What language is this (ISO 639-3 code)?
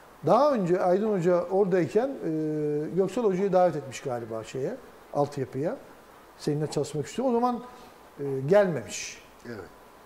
tur